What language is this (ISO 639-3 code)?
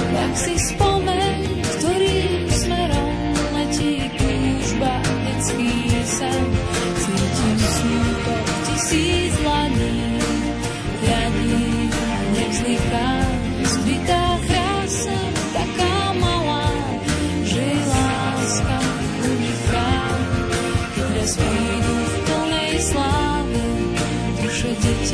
slk